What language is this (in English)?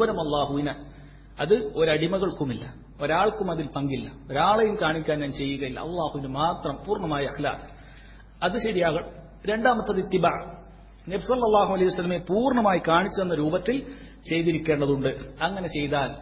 Malayalam